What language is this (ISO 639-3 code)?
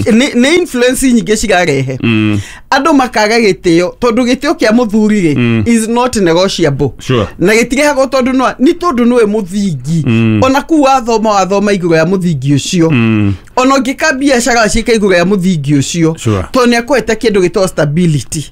kik